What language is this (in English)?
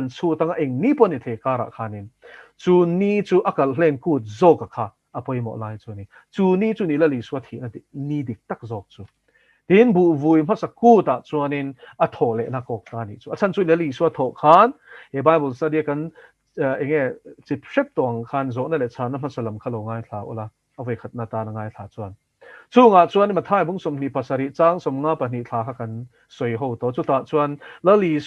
Mizo